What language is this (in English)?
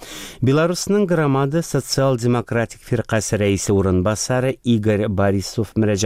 Tatar